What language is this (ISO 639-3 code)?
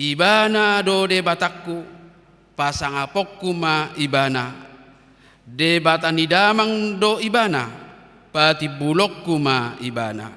bbc